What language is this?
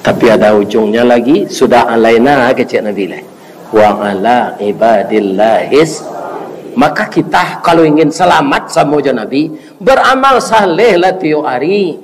Minangkabau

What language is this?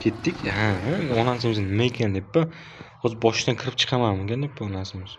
Uzbek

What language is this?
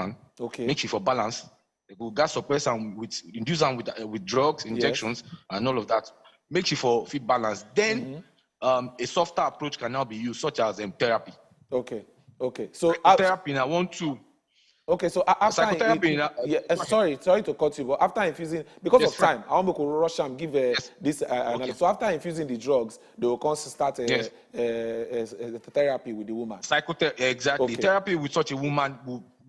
Nigerian Pidgin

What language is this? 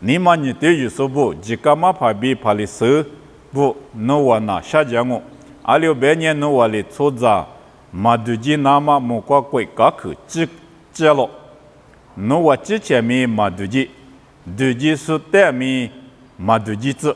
Lisu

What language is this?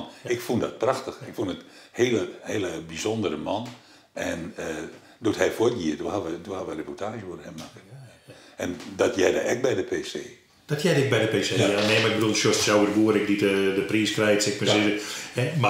Western Frisian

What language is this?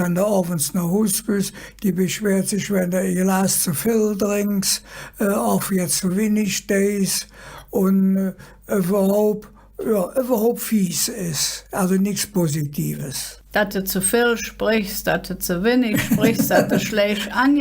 Colognian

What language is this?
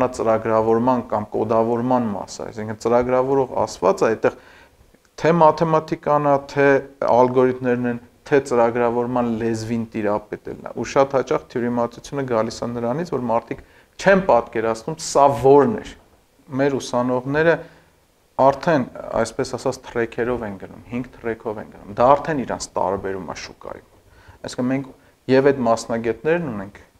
Armenian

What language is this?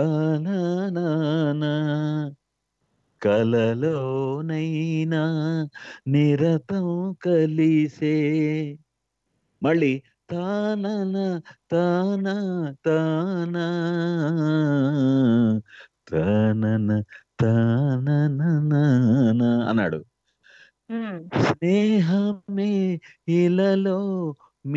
Telugu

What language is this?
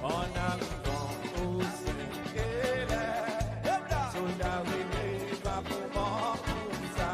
Seselwa Creole French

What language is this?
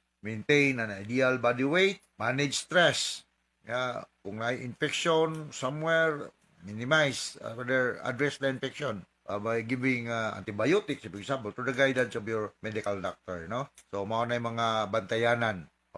Cebuano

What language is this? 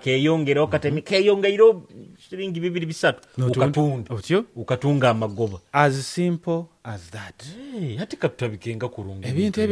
Nyoro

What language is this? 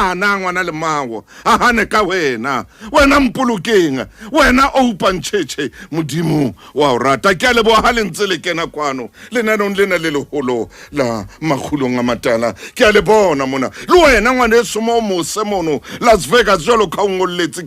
Southern Sotho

